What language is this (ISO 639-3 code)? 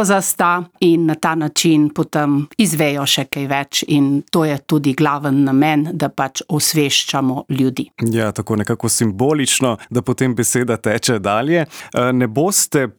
slv